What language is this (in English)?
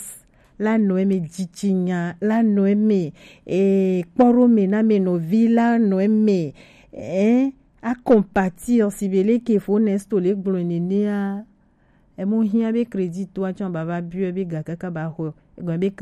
Gen